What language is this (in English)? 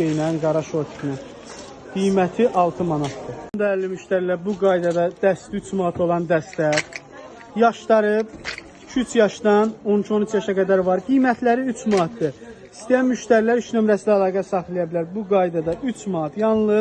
Azerbaijani